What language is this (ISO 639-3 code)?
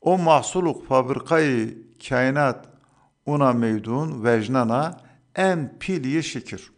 zza